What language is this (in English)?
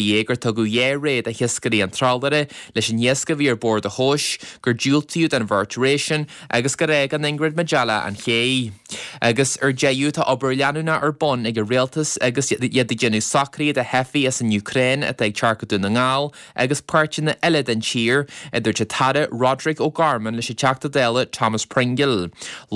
Irish